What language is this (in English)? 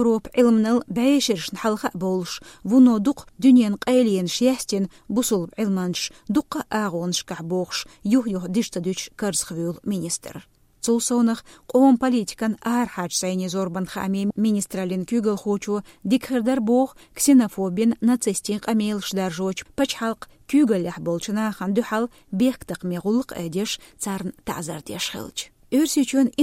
Chechen